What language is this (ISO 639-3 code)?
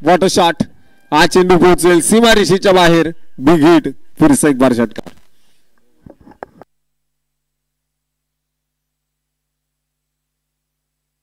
mar